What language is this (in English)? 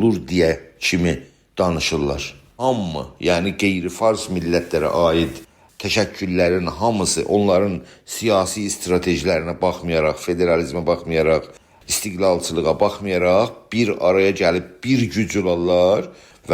South Azerbaijani